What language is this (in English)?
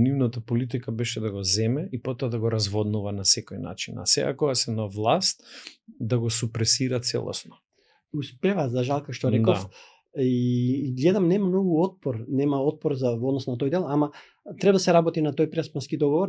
Macedonian